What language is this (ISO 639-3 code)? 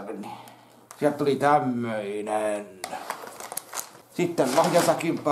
fin